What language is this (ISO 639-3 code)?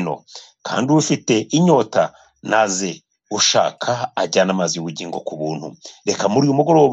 kin